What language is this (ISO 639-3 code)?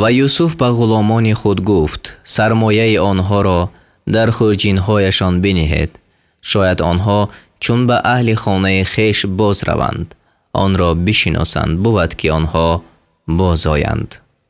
tgk